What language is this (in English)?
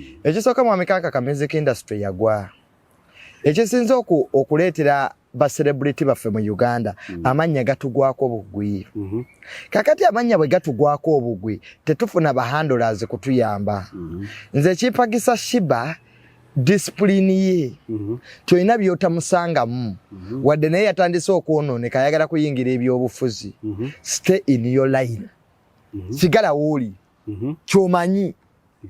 Ganda